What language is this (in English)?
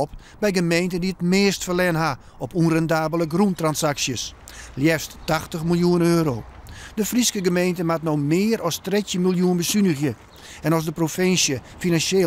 Western Frisian